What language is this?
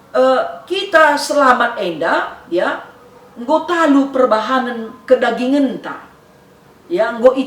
Batak Karo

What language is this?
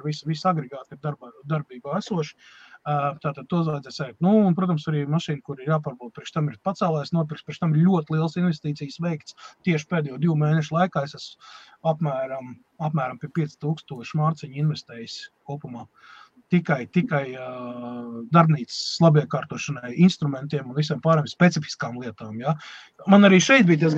Latvian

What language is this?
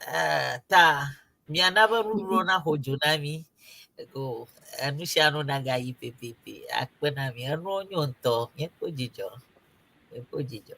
Ewe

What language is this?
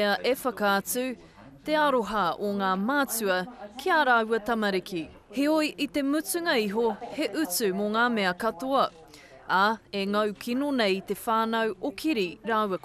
Māori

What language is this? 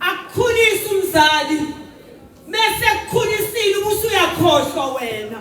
Zulu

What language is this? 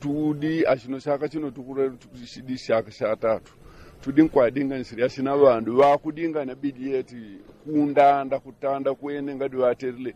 Yao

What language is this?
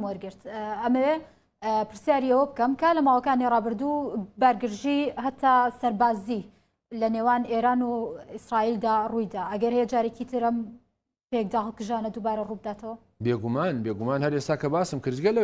Central Kurdish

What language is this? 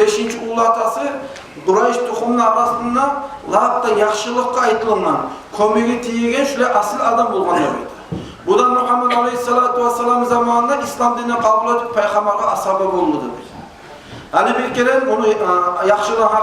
Kumyk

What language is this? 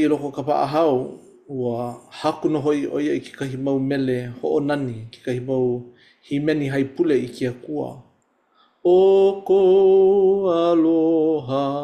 Hawaiian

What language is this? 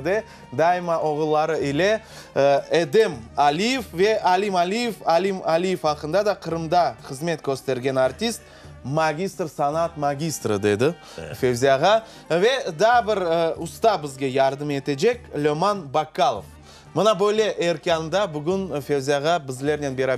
Crimean Tatar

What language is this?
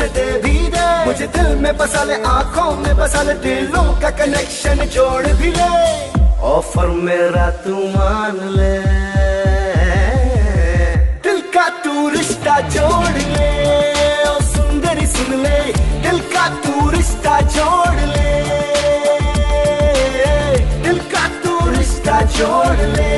Hindi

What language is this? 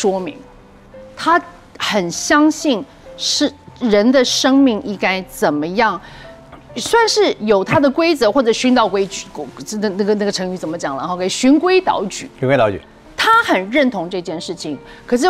Chinese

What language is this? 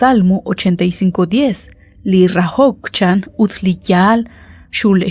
Kekchí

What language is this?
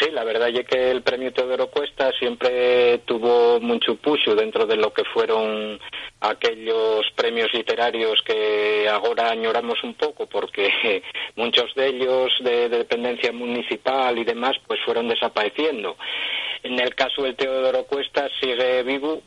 Asturian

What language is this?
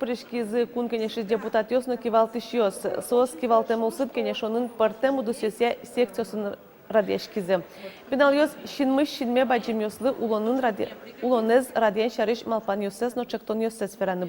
Udmurt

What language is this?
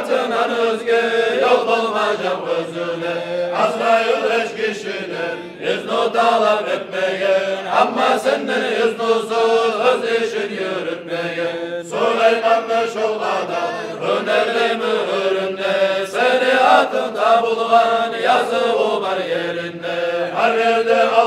Kumyk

